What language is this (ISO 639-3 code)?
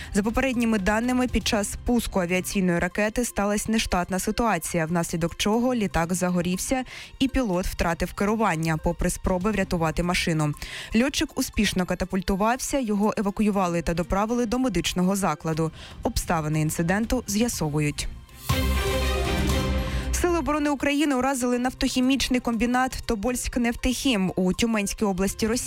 ukr